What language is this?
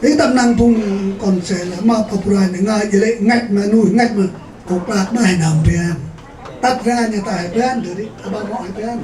Central Mnong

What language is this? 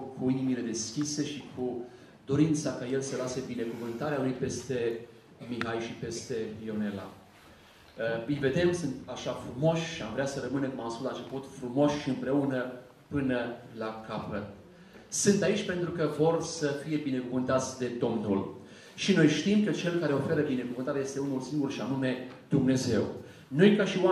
Romanian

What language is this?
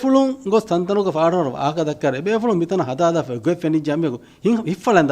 Divehi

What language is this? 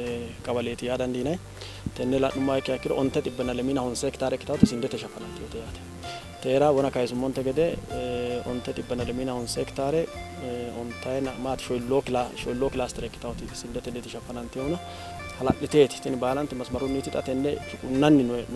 Sidamo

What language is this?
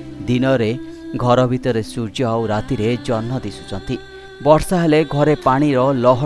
Odia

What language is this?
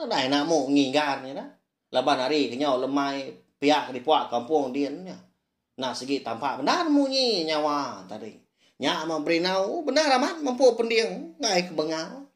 Iban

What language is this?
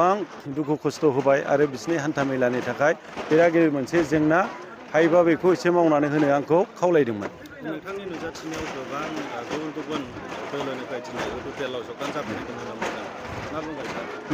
Bodo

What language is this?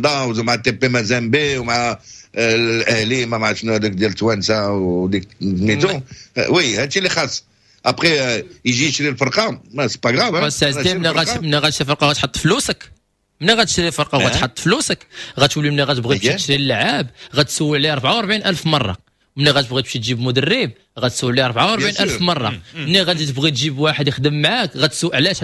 Moroccan Arabic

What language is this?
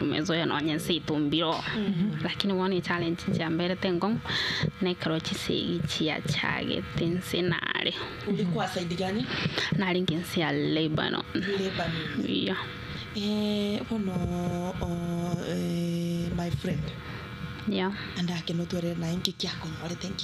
Gusii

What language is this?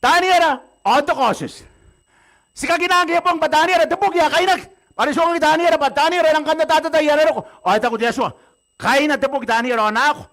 Gilbertese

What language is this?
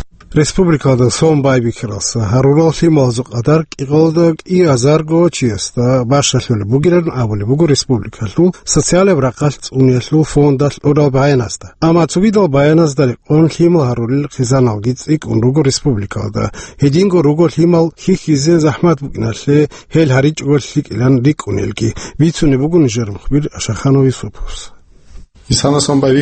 Avaric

